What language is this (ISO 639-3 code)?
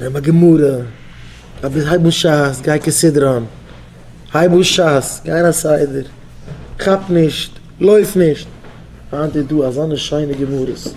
yid